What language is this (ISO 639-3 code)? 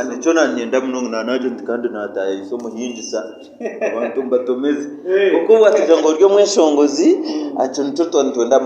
nyn